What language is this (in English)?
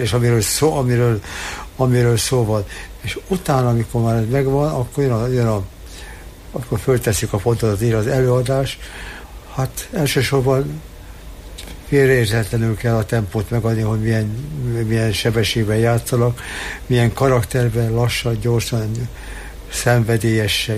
Hungarian